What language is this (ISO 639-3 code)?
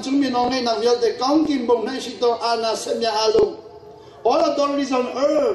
cnh